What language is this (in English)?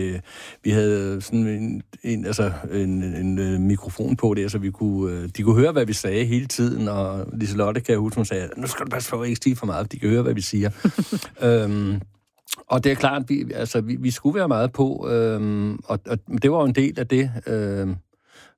Danish